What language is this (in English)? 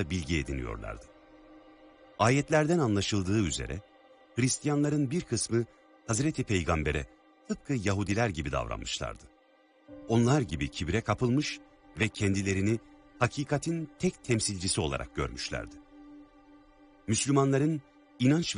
Turkish